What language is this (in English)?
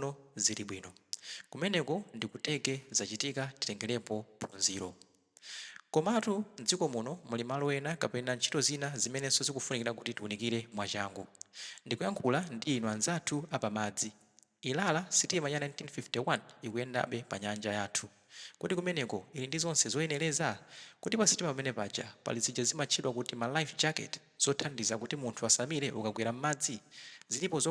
Nyanja